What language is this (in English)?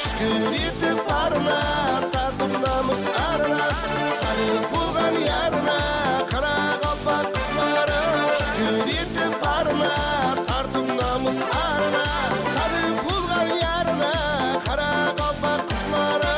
Kara-Kalpak